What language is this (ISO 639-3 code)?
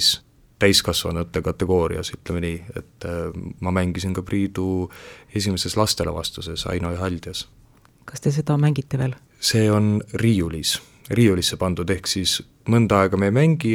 est